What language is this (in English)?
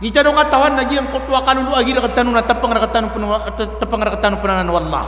Maranao